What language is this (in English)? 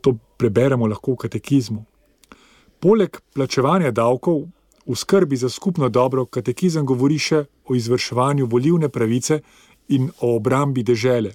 Slovenian